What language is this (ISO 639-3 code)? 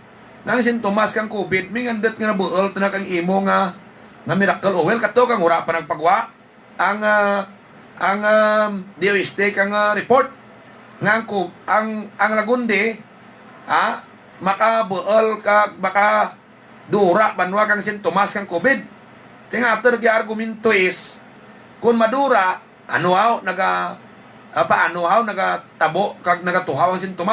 hil